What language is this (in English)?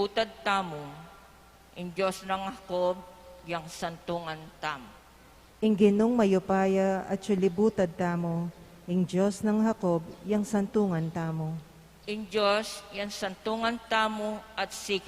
Pampanga